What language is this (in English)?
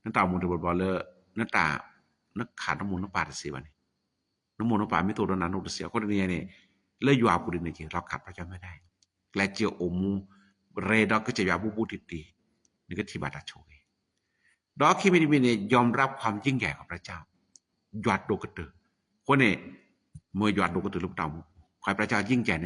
S'gaw Karen